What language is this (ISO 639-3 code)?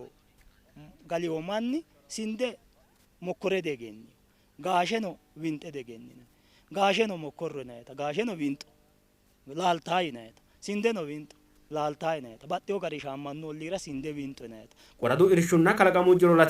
sid